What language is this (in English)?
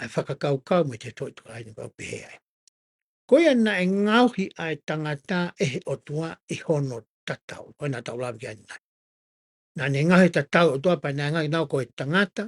Tongan